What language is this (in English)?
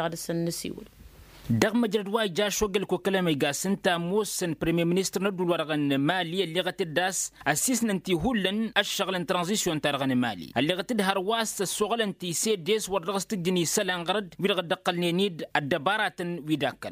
Tamasheq